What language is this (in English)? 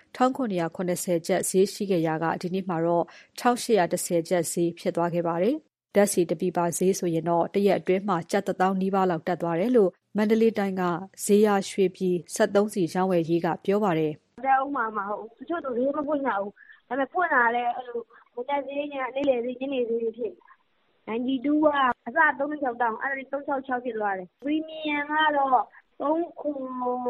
Burmese